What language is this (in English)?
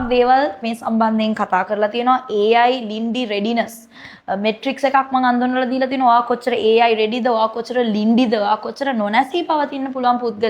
Sinhala